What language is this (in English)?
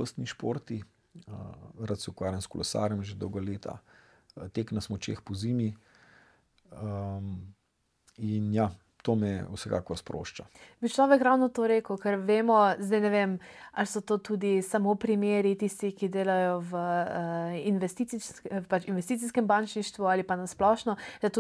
Slovenian